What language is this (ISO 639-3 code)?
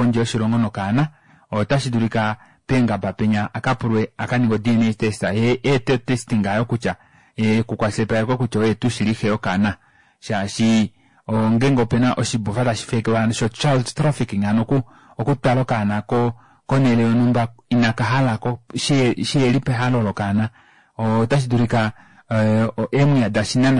kua